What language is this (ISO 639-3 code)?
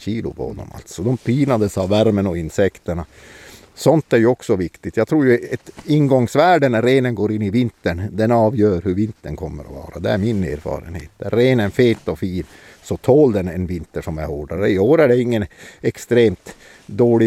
swe